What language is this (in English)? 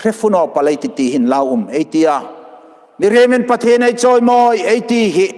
Hmar